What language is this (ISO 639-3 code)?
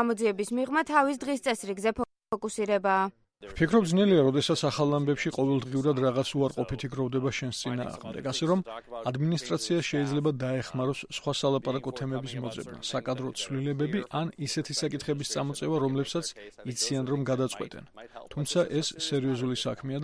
kat